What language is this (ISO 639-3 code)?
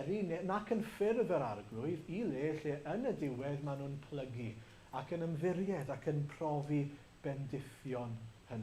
cym